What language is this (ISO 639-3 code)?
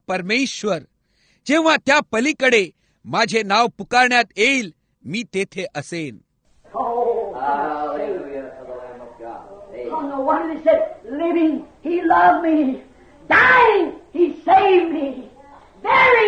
mar